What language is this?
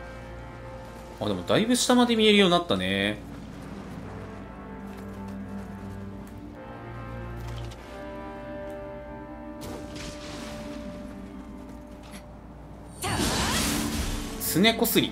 Japanese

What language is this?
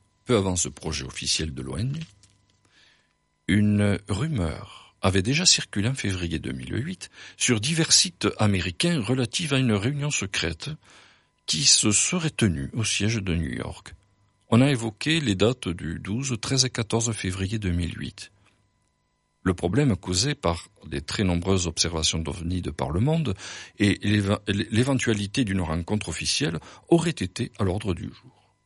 French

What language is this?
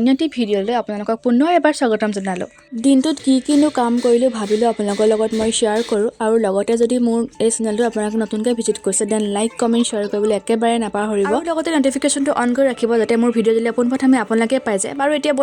Assamese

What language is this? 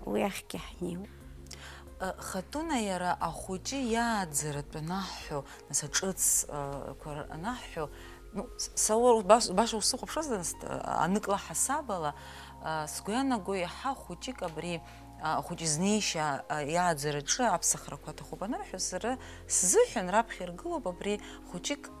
Abkhazian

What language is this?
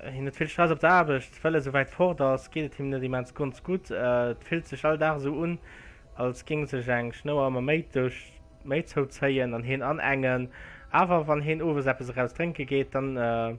Luxembourgish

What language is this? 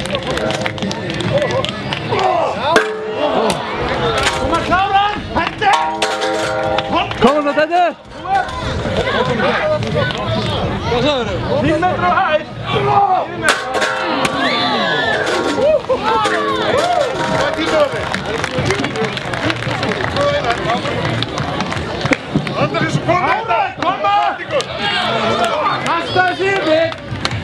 Icelandic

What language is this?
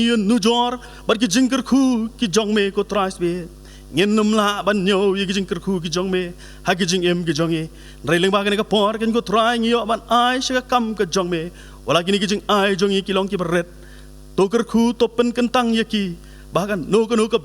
Khasi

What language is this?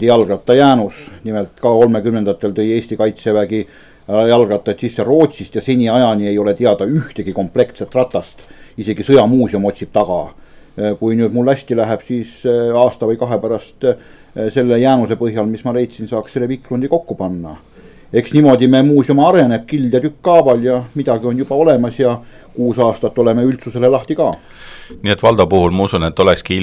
Estonian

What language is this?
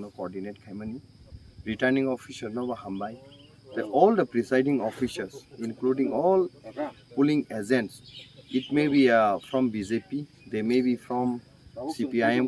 Kok Borok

